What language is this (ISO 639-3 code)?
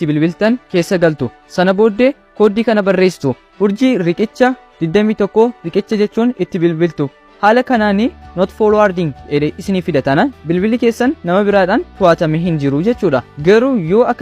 orm